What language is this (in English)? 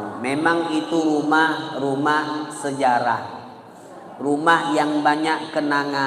Musi